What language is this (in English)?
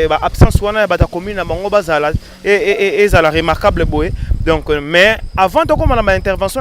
Lingala